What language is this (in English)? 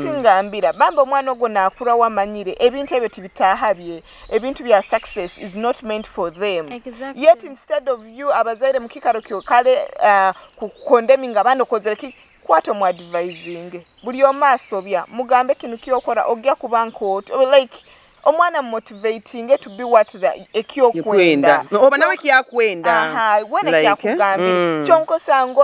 Nyoro